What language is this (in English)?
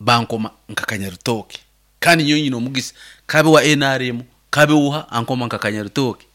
Nyankole